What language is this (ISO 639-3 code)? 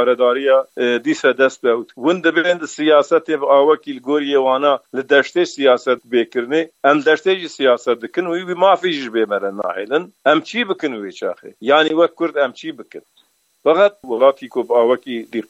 kur